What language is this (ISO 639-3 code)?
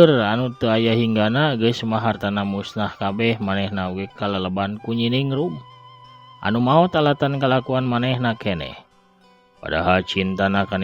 sun